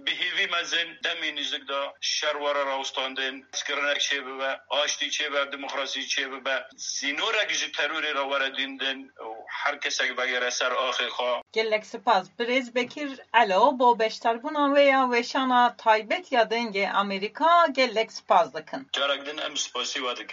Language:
Kurdish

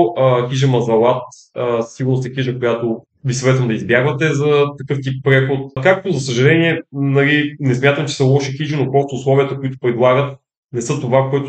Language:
Bulgarian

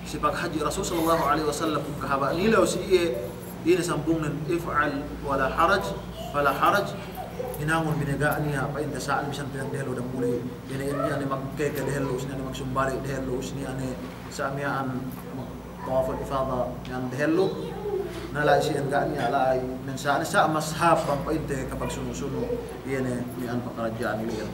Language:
Yakan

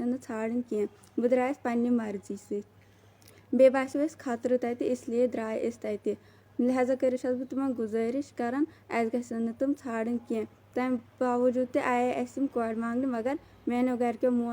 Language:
Kashmiri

